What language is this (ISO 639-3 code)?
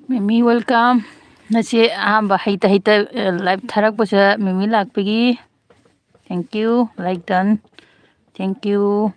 mni